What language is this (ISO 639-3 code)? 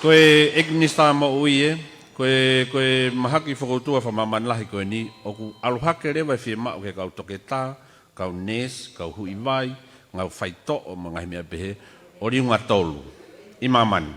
ton